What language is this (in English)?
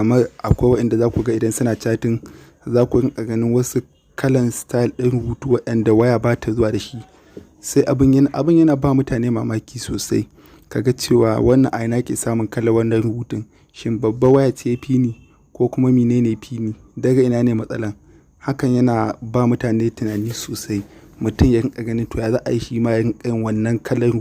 Hausa